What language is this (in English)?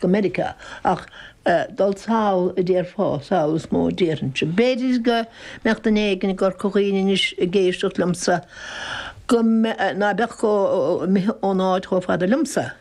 Irish